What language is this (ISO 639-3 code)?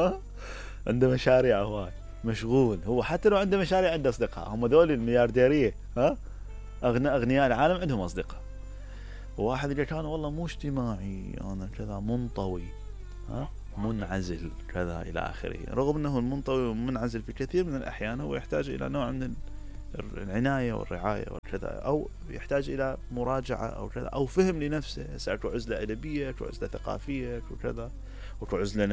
acm